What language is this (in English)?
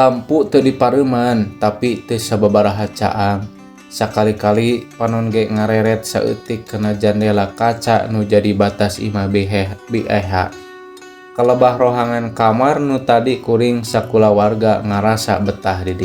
Sundanese